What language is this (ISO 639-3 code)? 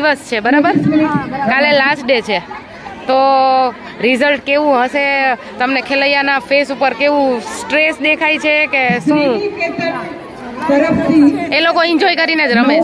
guj